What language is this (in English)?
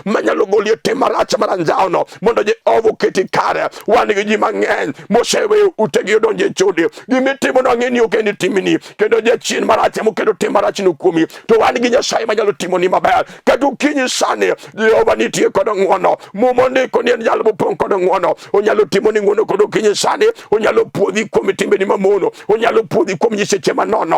Luo (Kenya and Tanzania)